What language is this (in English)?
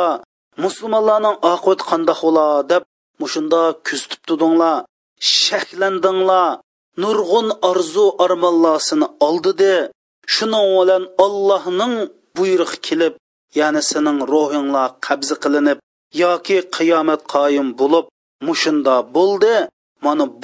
Uyghur